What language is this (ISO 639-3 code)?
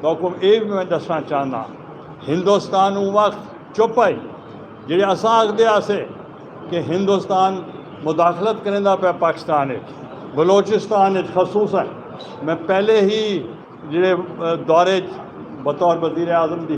skr